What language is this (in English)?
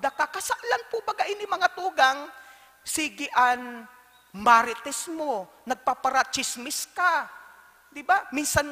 Bikol